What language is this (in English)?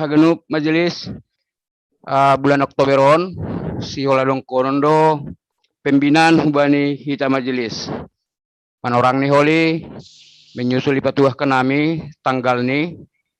Batak Simalungun